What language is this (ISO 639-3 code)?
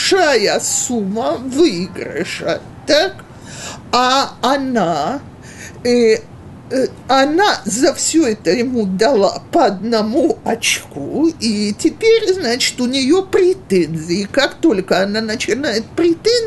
rus